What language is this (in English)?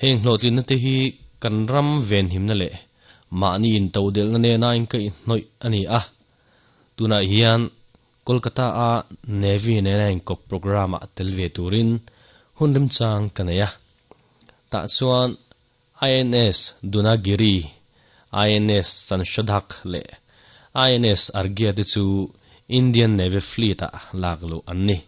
Mizo